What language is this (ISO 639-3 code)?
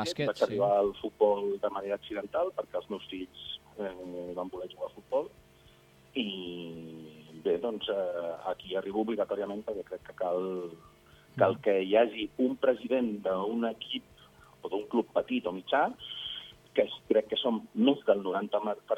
cat